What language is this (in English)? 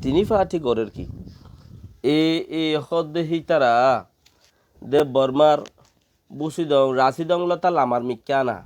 Rohingya